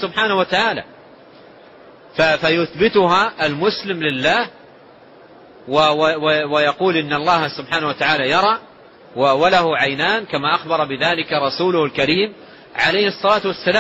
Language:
Arabic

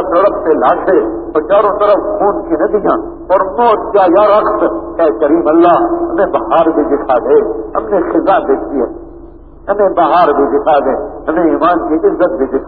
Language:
Urdu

